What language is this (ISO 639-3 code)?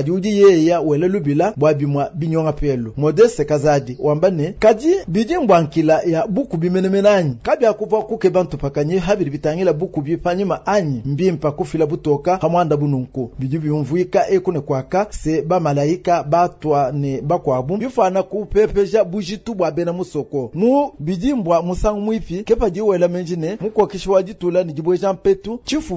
lua